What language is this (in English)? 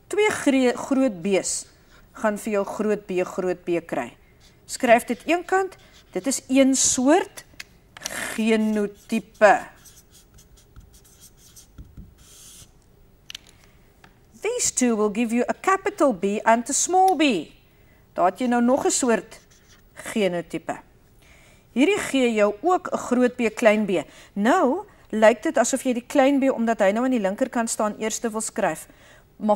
Afrikaans